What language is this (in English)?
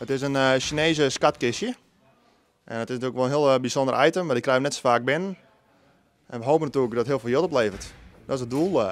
Western Frisian